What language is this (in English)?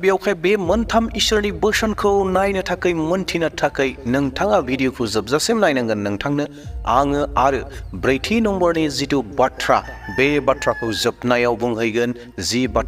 Bodo